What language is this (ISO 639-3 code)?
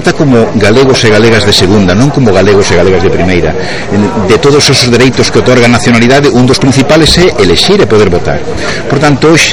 glg